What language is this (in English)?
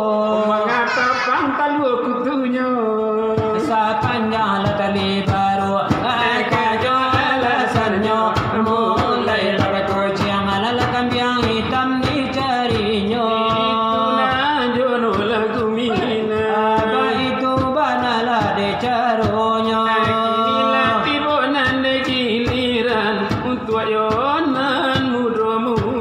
Minangkabau